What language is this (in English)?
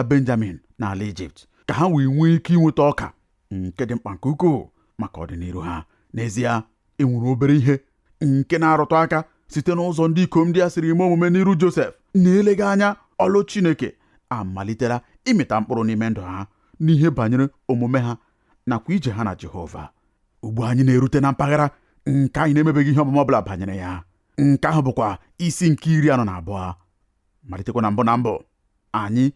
Igbo